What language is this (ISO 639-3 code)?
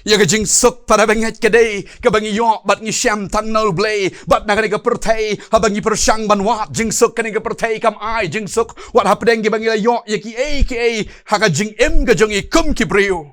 kha